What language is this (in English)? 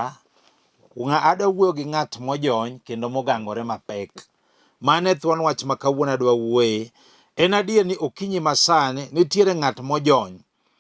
Luo (Kenya and Tanzania)